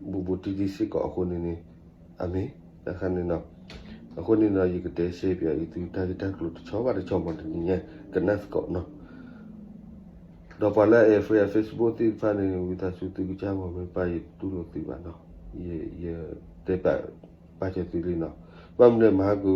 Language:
S'gaw Karen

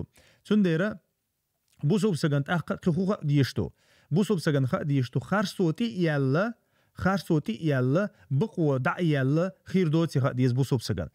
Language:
Chechen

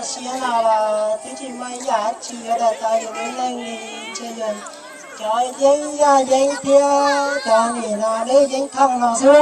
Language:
Hmong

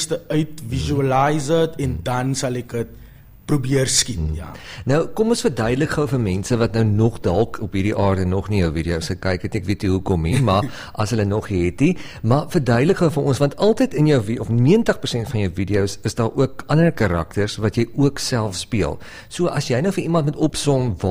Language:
Afrikaans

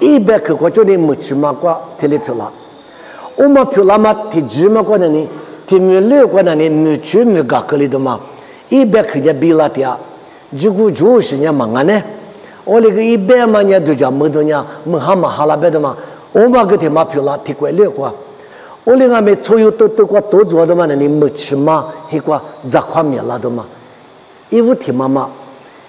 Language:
Lisu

